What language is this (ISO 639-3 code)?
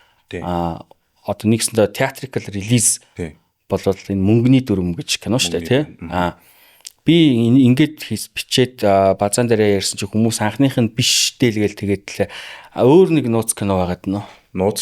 mon